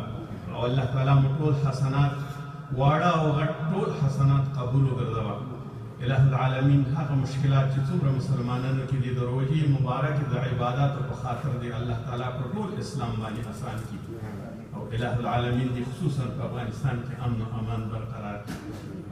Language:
Pashto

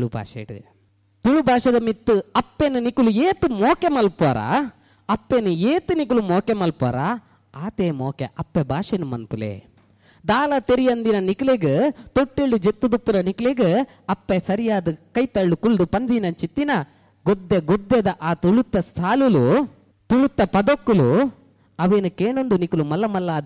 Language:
Tulu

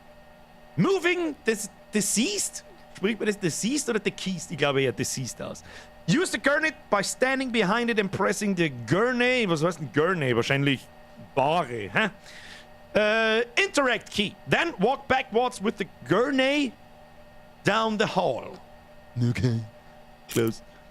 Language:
Bavarian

